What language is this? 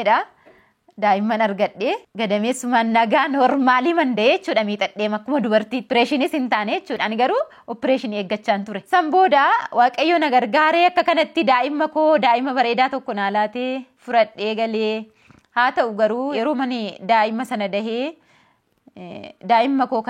Oromo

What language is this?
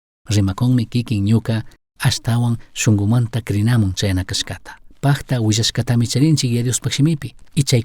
Chimborazo Highland Quichua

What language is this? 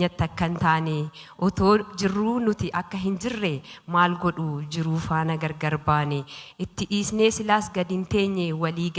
Oromo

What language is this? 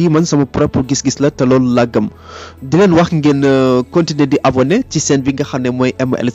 Wolof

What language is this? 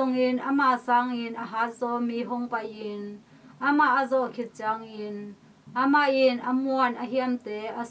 Tedim Chin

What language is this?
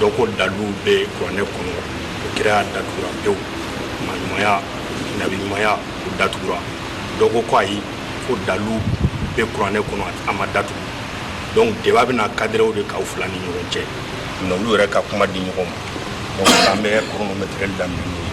Bambara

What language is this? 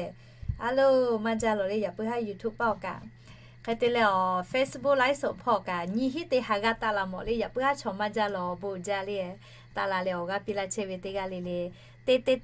Lahu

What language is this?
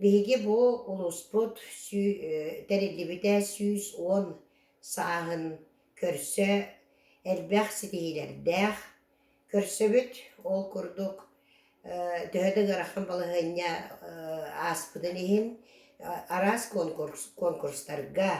Yakut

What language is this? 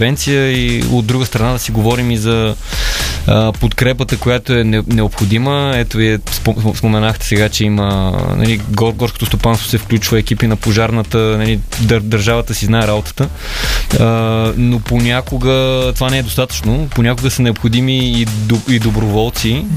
Bulgarian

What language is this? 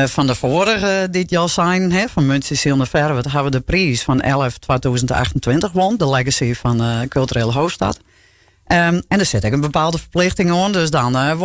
Western Frisian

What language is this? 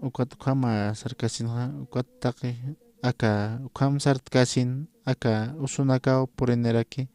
Aymara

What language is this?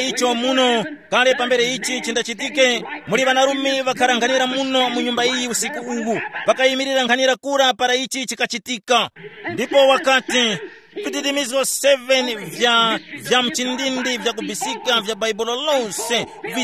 Tumbuka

